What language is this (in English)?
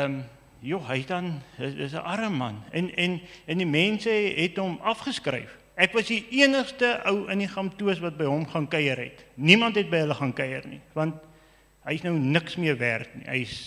Afrikaans